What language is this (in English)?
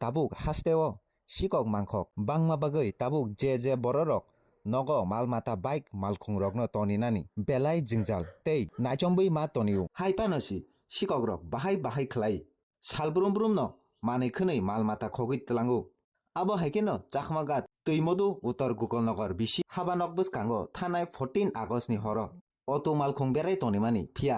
Kok Borok